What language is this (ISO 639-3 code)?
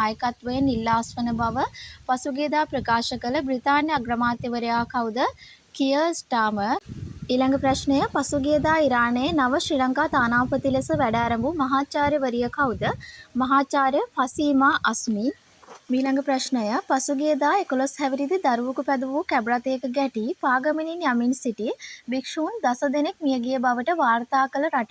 sin